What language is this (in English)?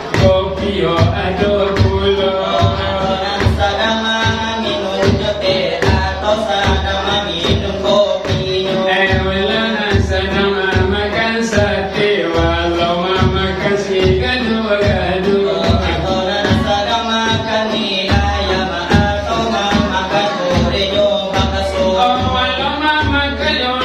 Minangkabau